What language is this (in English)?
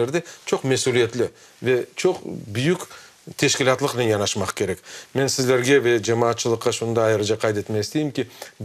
Crimean Tatar